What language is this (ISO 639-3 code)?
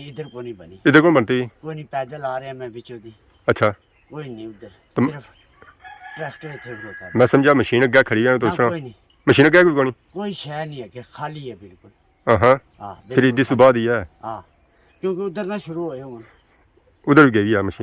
phr